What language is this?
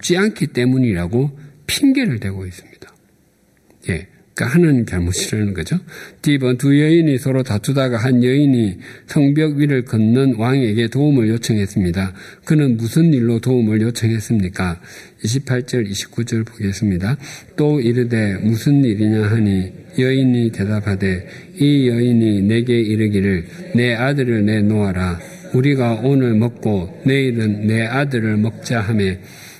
Korean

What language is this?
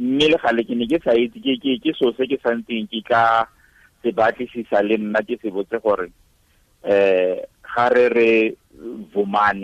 Tswana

